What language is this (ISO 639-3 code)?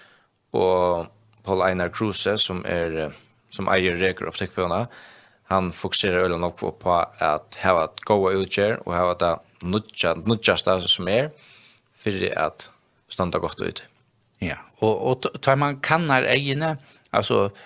fao